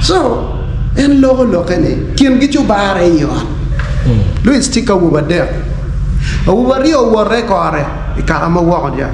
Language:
Acoli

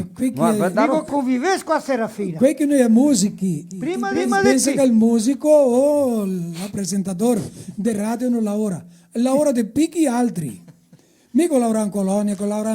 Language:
Venetian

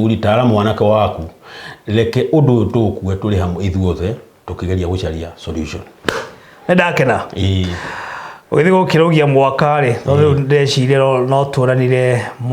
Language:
Kikuyu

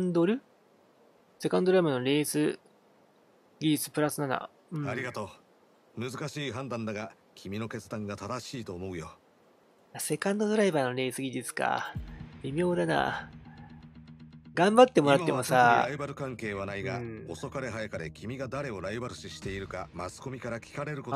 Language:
Japanese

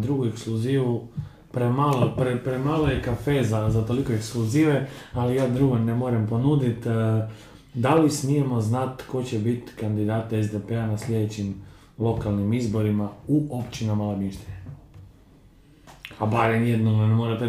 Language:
Croatian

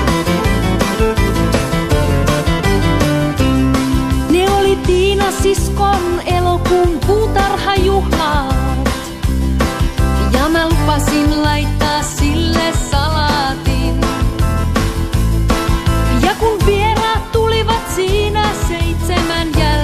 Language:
Finnish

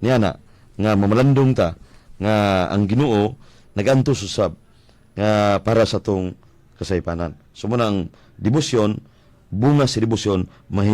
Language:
Cebuano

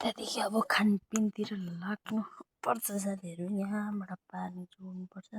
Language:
Nepali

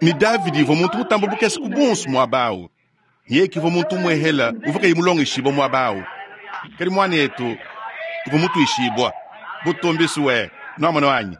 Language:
Luba-Lulua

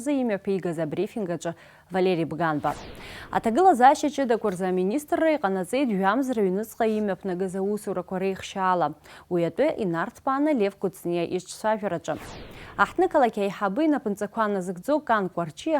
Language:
Abkhazian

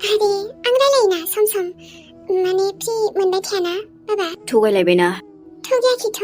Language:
Bodo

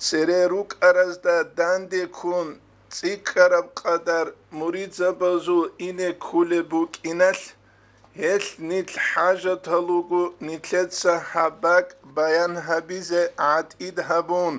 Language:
Avaric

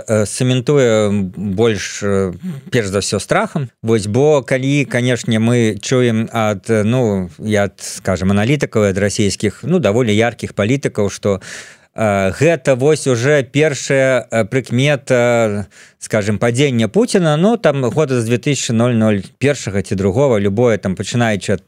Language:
Belarusian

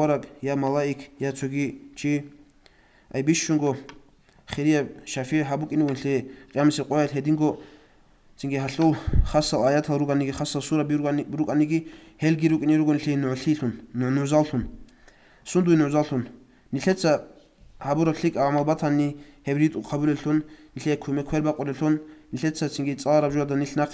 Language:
Avaric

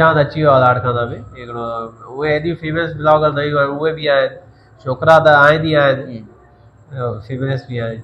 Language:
Sindhi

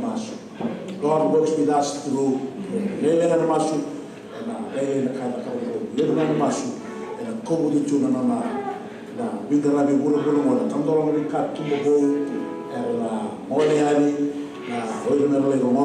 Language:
Fijian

